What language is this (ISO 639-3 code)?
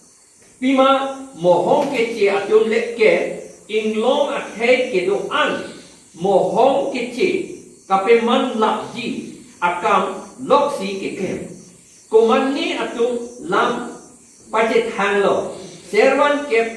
mjw